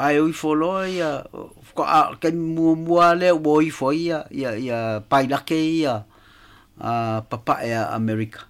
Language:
Samoan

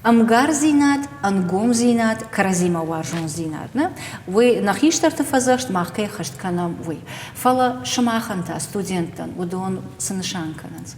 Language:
Ossetic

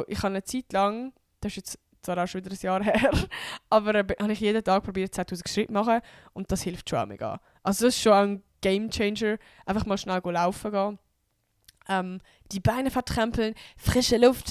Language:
Swiss German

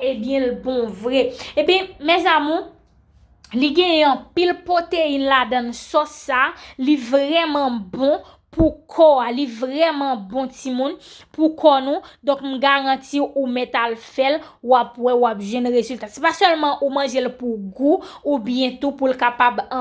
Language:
Haitian Creole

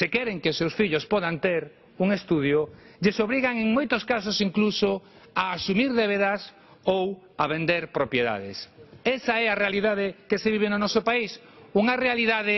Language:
Galician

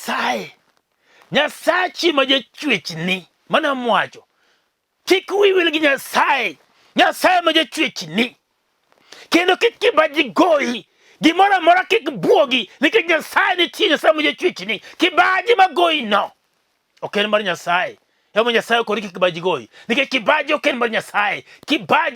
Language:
Luo (Kenya and Tanzania)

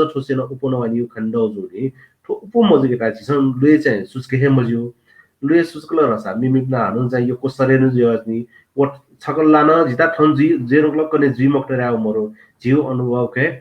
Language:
Newari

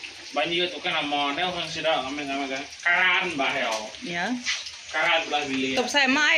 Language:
Iban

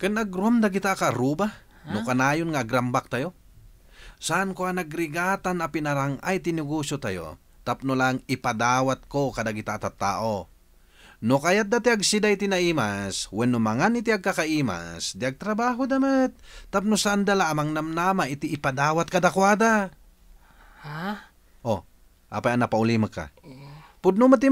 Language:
Iloko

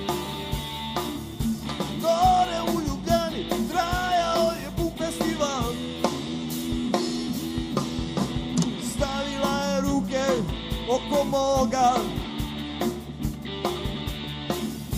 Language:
Croatian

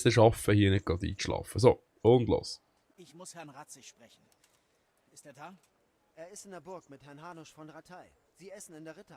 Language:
Swiss German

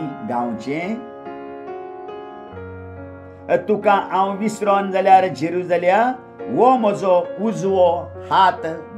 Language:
Konkani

